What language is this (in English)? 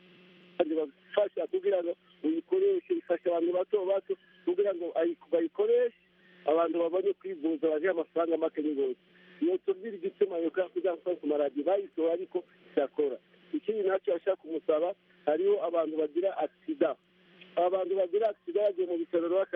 Kinyarwanda